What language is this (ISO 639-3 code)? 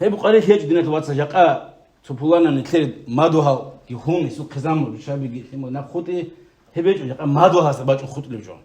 ava